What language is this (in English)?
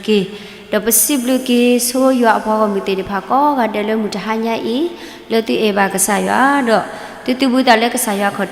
S'gaw Karen